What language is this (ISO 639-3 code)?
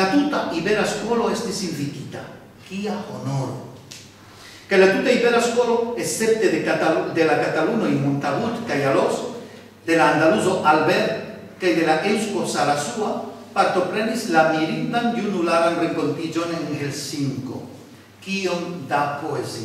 epo